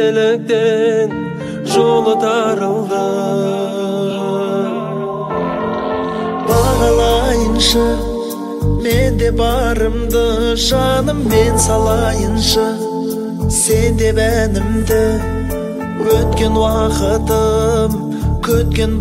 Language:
Kazakh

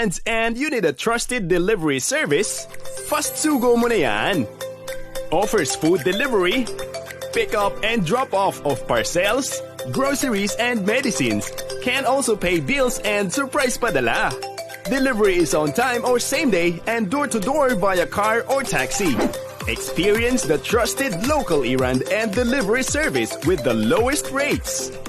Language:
Hiligaynon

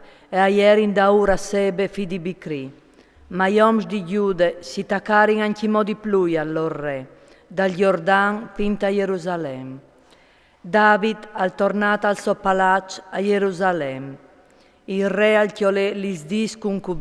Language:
Friulian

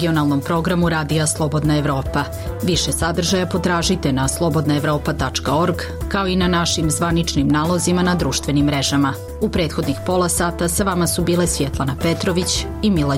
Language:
Bosnian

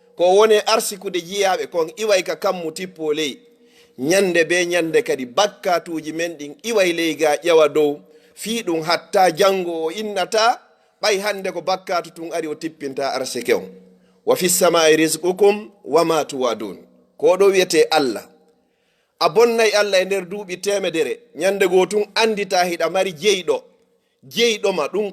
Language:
Fula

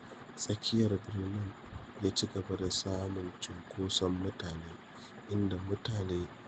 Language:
Hausa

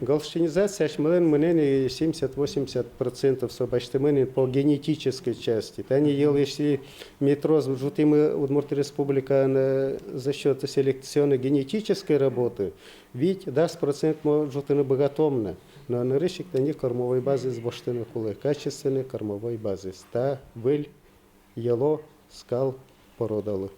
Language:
Udmurt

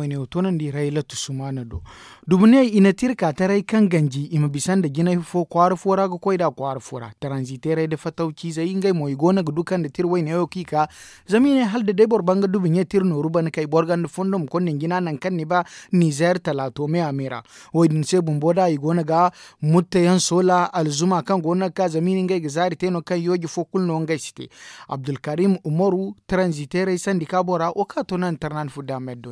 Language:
Zarma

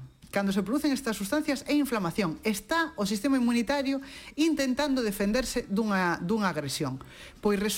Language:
Galician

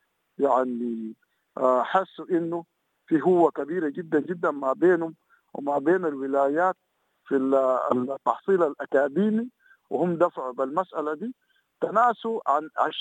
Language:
Sudanese Arabic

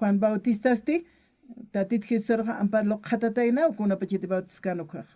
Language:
Aymara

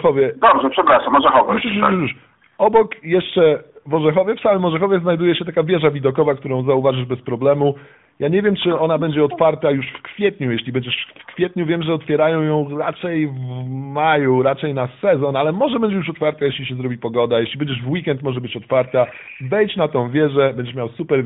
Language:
Polish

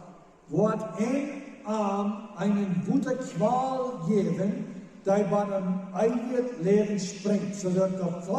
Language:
Plautdietsch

